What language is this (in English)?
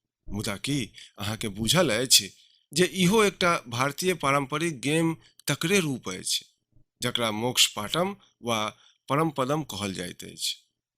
Maithili